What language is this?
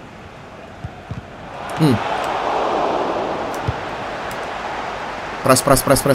Indonesian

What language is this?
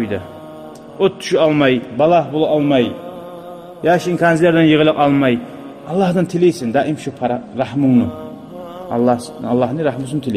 Kumyk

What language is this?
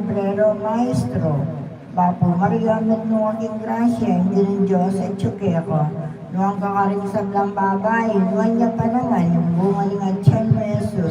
Pampanga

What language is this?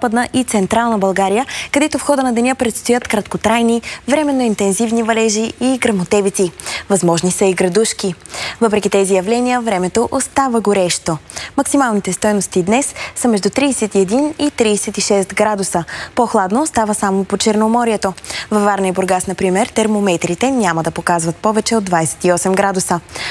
Bulgarian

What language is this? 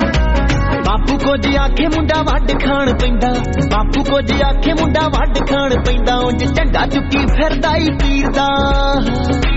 Punjabi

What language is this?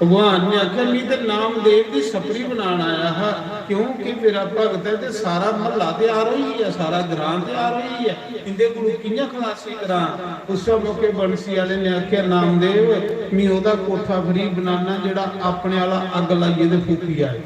Dogri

